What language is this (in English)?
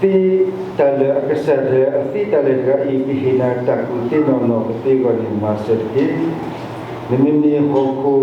S'gaw Karen